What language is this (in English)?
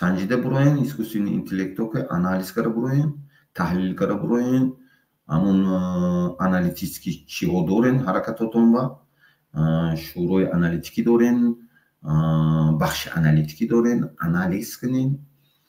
Tajik